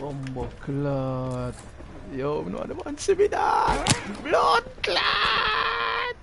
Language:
Jamaican Creole English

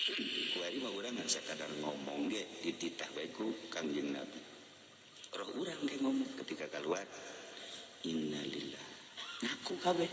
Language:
Sundanese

